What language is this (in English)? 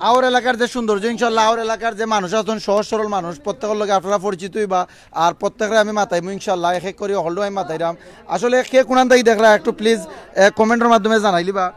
Sylheti